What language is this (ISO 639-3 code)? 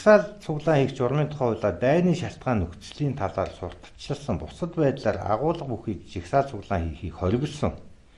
mon